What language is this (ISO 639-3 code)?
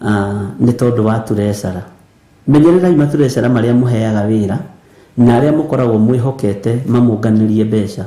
kik